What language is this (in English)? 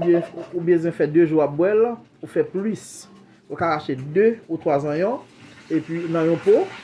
Haitian Creole